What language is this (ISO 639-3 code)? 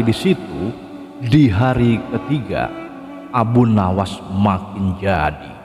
bew